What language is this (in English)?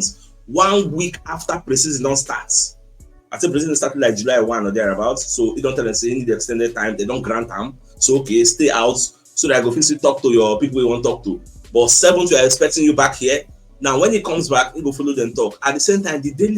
Nigerian Pidgin